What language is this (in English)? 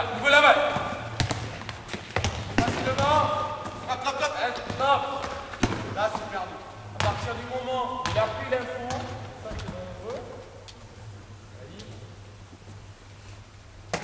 French